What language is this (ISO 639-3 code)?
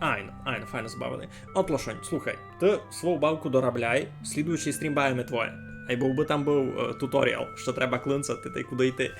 rue